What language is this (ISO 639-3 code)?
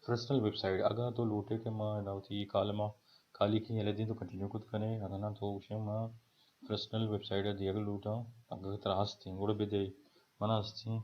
bal